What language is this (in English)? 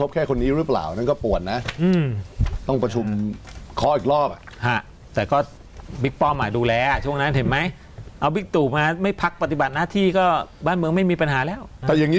Thai